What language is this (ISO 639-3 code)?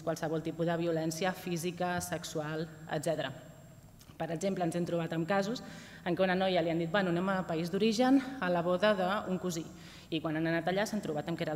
cat